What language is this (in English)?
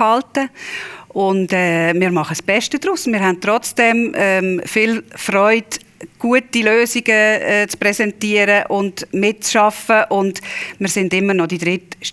Swiss German